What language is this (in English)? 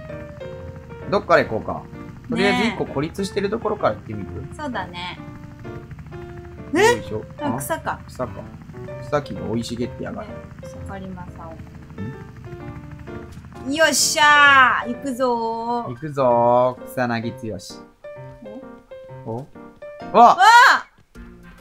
Japanese